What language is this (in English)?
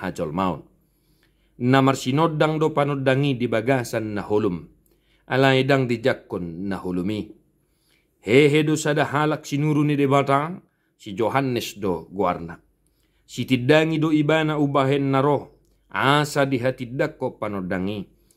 Batak Toba